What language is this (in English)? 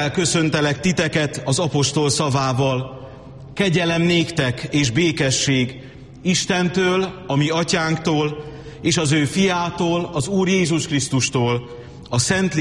Hungarian